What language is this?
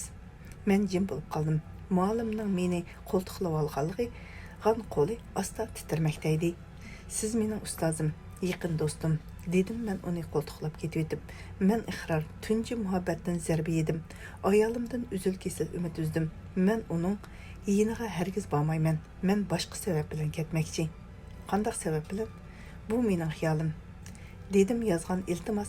Uyghur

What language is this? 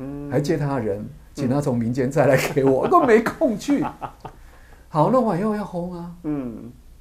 Chinese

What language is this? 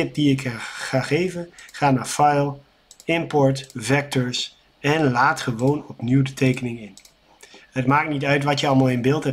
Dutch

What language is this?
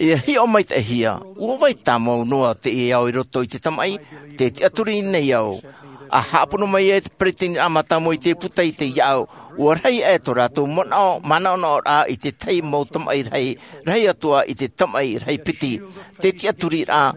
Tahitian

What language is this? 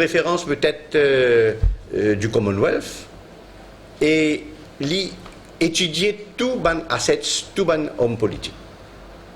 Morisyen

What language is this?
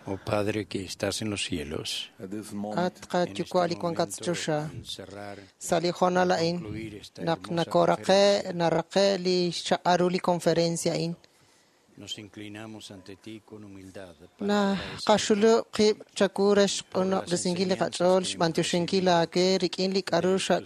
Kekchí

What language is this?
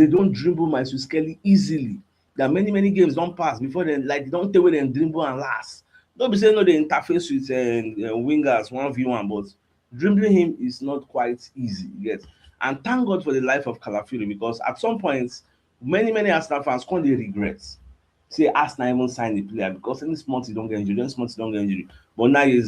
Nigerian Pidgin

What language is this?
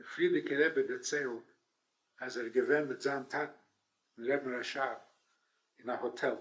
Yiddish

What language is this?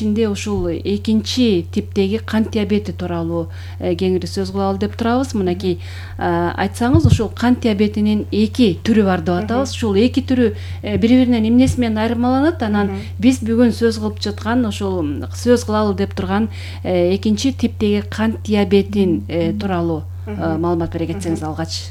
Kyrgyz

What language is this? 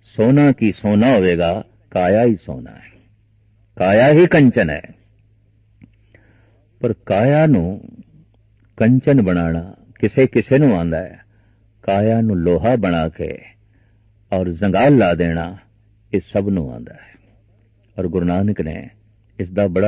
Punjabi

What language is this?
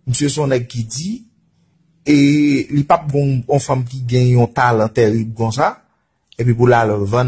Haitian Creole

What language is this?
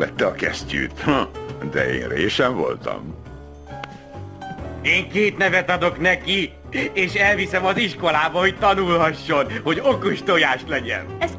Hungarian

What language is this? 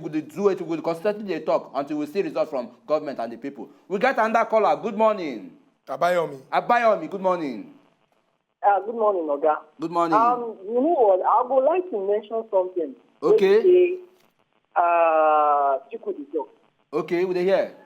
Nigerian Pidgin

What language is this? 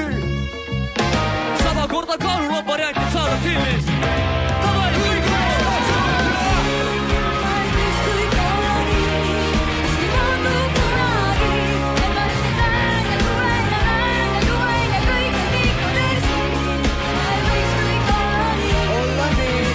Estonian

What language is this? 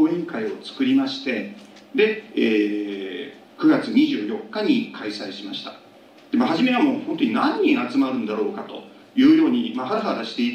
Japanese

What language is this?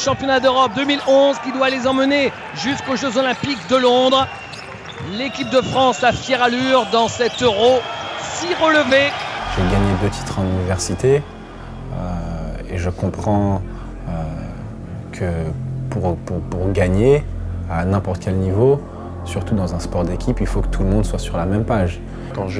French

